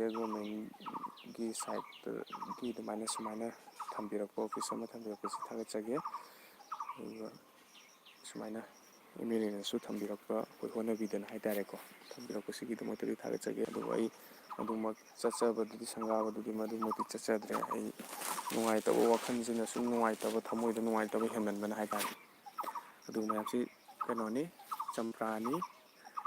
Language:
Manipuri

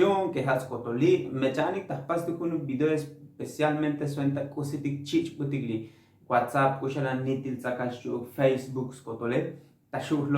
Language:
Tzotzil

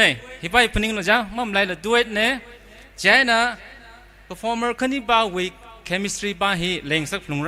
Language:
Tangkhul Naga (India)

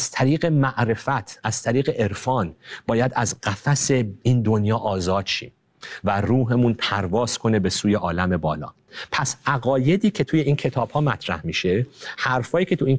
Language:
Persian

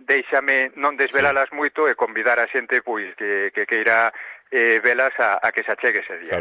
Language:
Galician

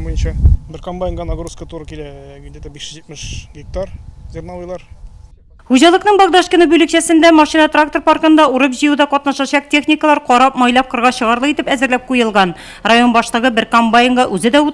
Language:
Tatar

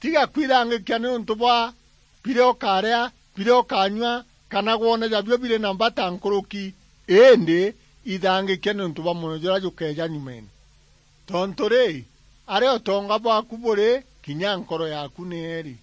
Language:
Meru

